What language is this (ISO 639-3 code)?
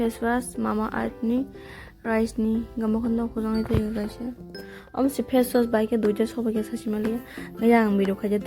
trp